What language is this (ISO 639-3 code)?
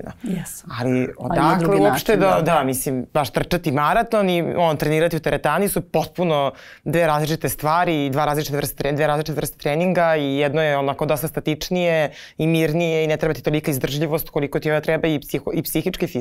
srp